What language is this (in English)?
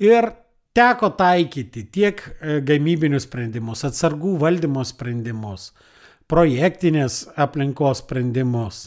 Lithuanian